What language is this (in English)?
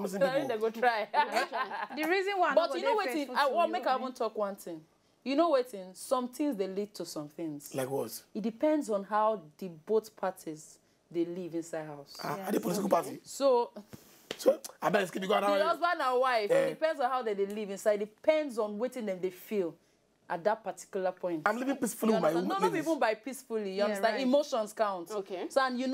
Nigerian Pidgin